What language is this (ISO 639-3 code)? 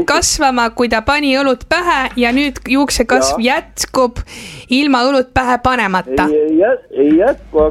est